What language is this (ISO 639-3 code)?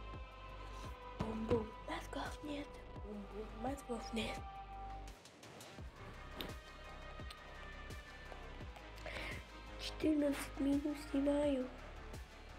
rus